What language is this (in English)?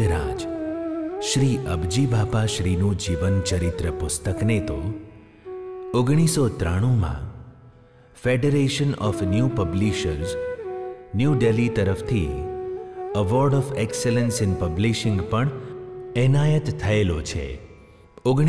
Gujarati